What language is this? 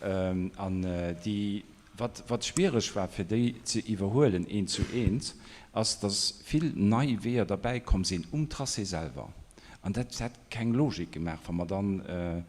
Luxembourgish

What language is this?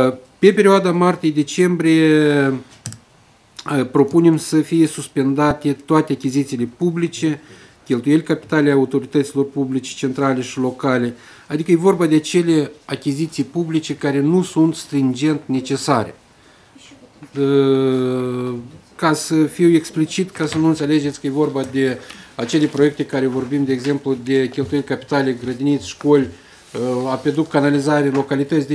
Romanian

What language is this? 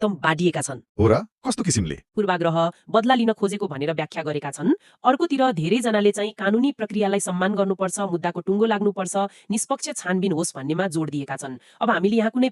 Nepali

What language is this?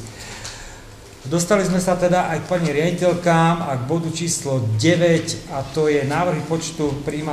Slovak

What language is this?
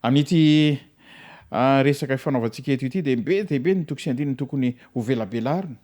Malagasy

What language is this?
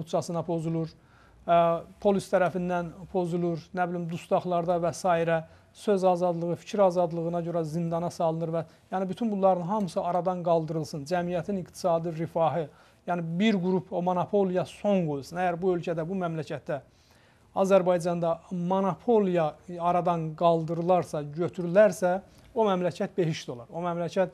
Azerbaijani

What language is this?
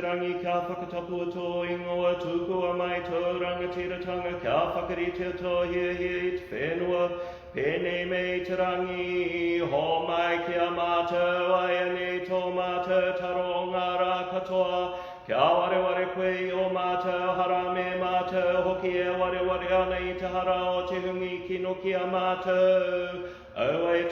Māori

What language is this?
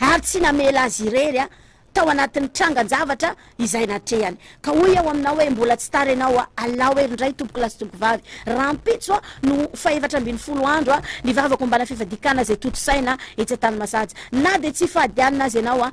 Malagasy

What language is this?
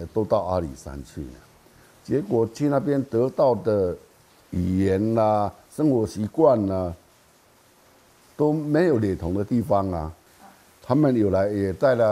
Chinese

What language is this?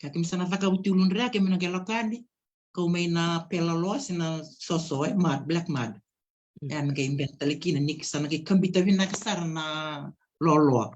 Fijian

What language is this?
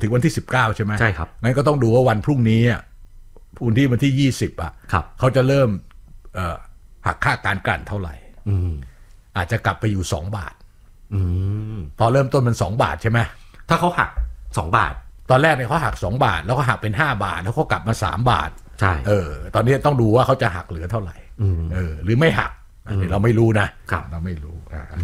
Thai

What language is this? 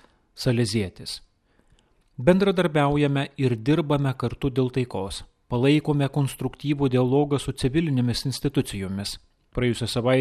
Lithuanian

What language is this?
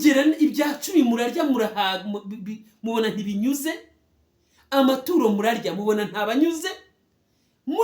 Kinyarwanda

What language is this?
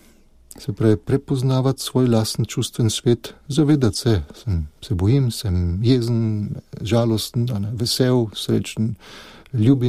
Slovenian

